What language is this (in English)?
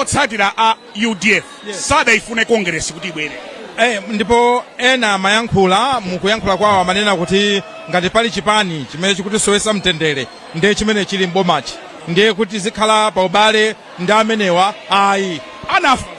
Nyanja